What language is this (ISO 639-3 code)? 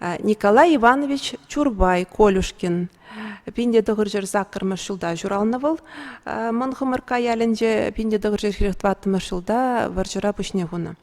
chv